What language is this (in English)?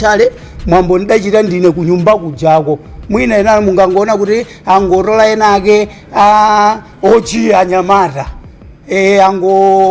Nyanja